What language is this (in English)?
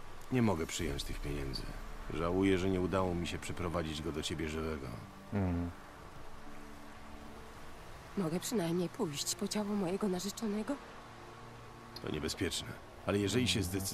Polish